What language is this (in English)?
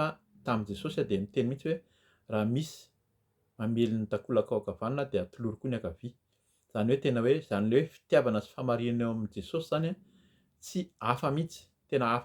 Malagasy